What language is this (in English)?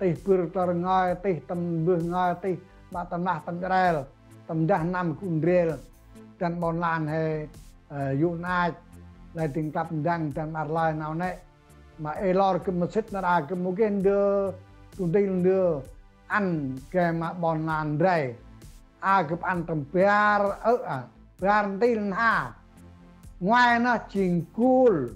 Central Mnong